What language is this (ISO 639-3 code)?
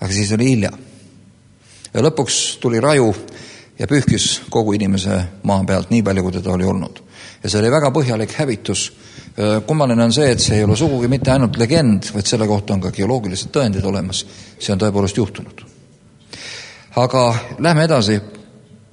est